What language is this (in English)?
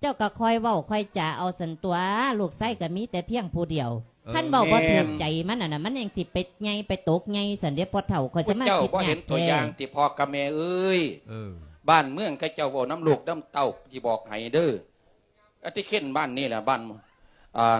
Lao